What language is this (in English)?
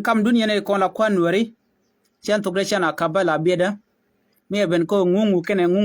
Nuer